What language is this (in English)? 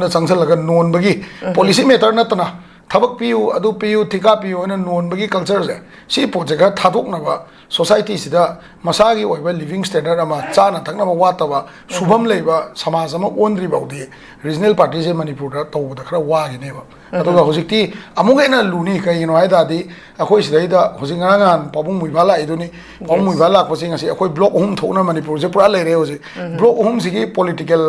Manipuri